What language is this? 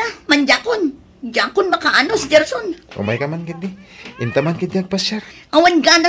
Iloko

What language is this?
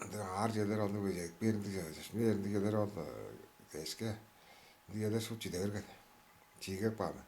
Tuvinian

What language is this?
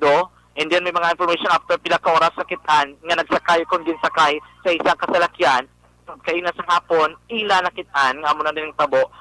Hiligaynon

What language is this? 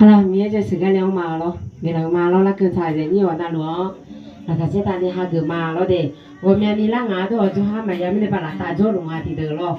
Akha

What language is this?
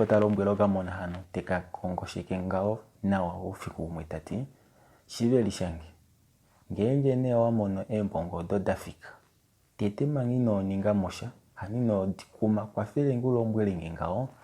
Kuanyama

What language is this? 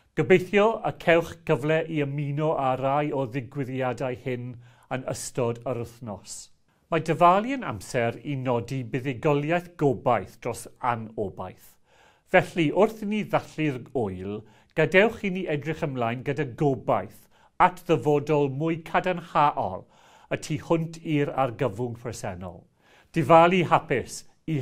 Welsh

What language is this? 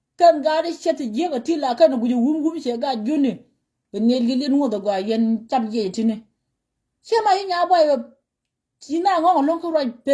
Nuer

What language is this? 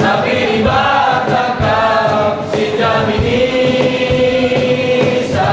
Batak Karo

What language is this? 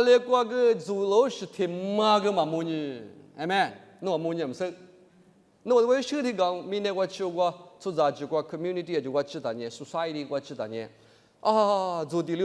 Lisu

